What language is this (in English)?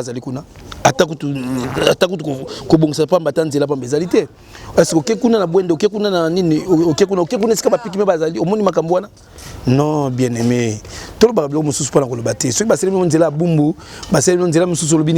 Lingala